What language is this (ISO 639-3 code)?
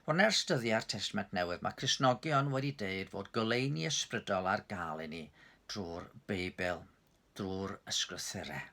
cym